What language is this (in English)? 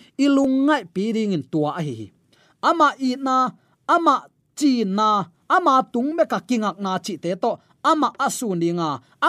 Tedim Chin